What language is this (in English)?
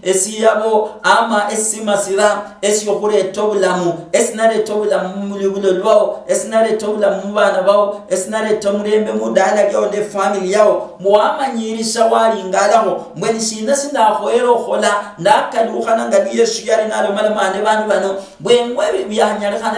Luyia